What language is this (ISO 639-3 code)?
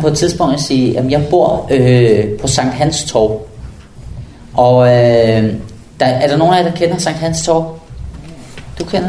dan